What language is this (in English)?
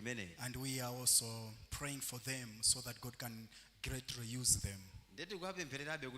Nyanja